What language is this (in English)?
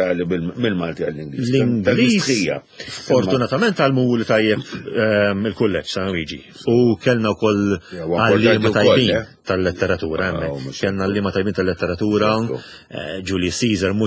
Maltese